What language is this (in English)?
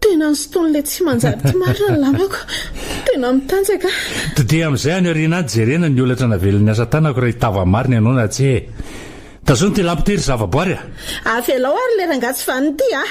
Malagasy